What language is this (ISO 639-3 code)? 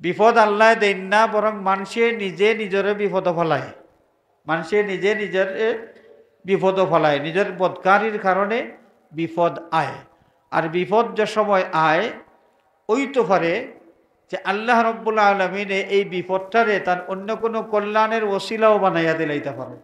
syl